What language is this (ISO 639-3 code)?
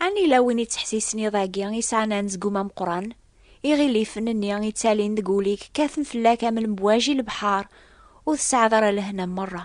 kab